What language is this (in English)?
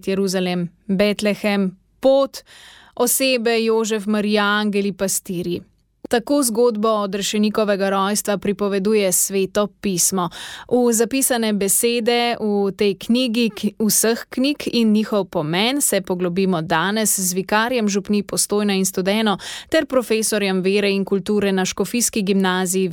Slovenian